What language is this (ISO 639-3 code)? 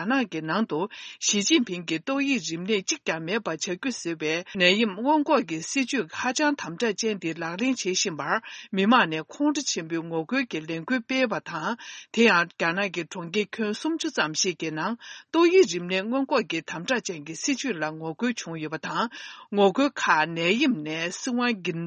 bod